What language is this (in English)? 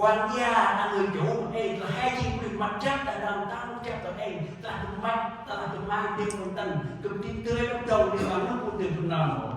Central Mnong